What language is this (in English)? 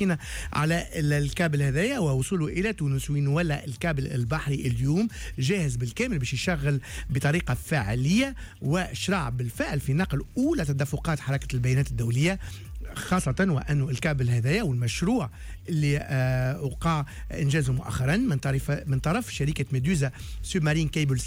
Tunisian Arabic